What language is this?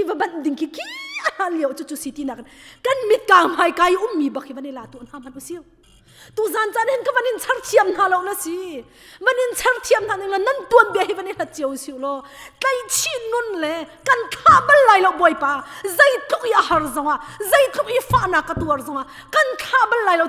Hakha Chin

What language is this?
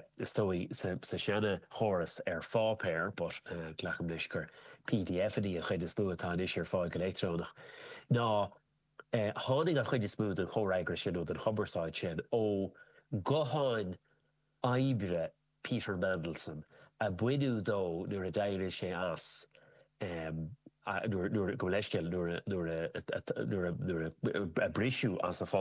Irish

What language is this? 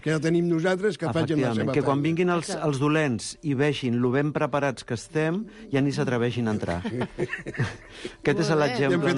Catalan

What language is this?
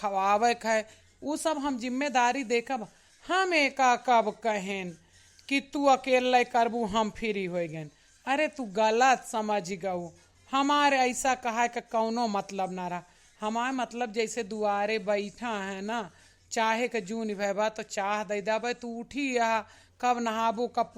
Awadhi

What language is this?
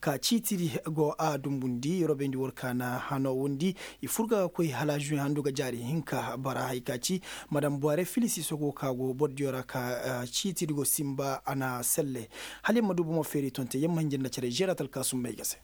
Koyraboro Senni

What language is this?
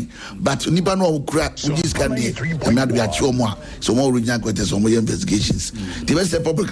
Akan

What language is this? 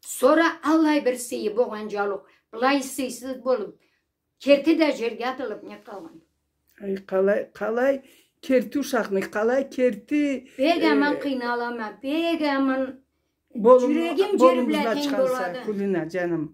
Karachay-Balkar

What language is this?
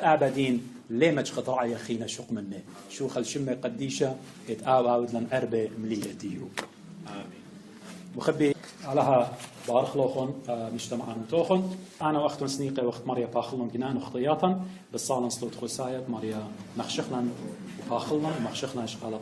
Assyrian Neo-Aramaic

